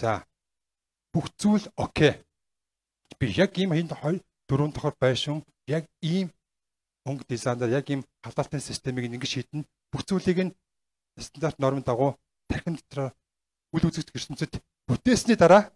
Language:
Mongolian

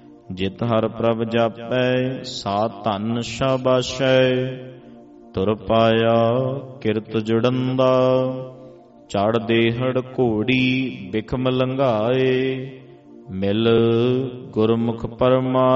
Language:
Punjabi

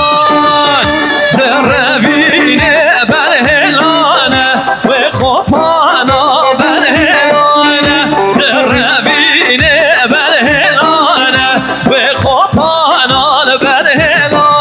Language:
Kurdish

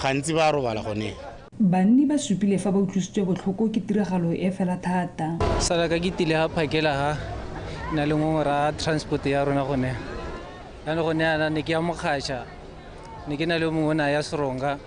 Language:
Tswana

